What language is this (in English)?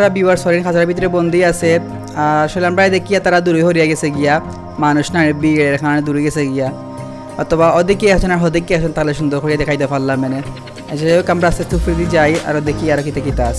Sylheti